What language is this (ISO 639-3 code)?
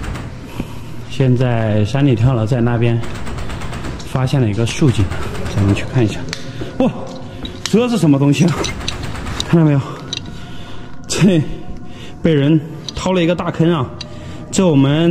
zho